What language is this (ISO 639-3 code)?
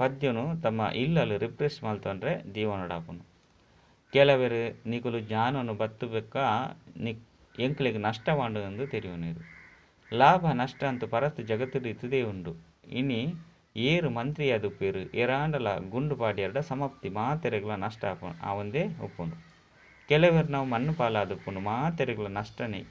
tcy